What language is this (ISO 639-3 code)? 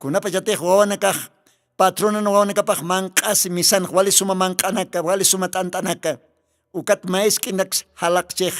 aym